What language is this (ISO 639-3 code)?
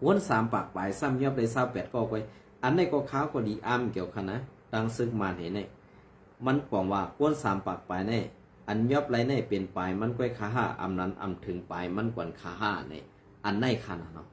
shn